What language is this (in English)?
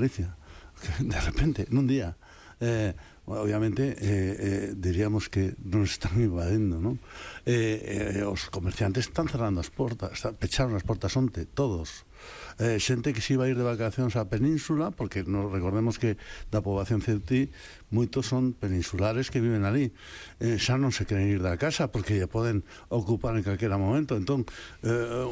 Galician